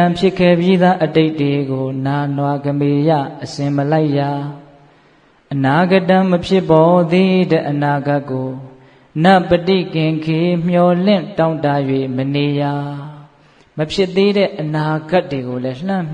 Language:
Burmese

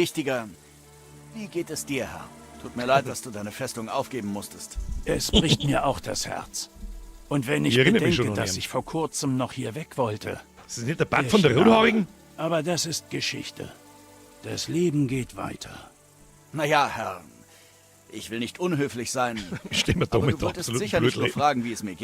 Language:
Bavarian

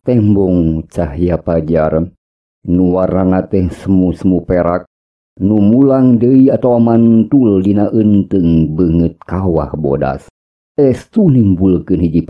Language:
Sundanese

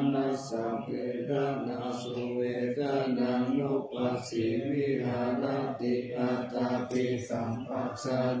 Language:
Pali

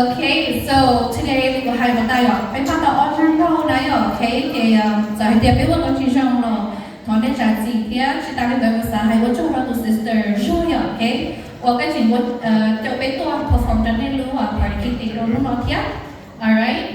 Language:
Hmong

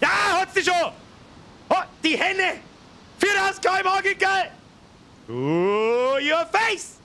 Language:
Bavarian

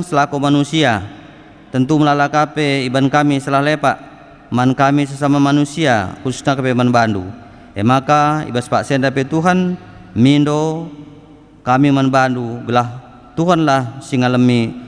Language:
Batak Karo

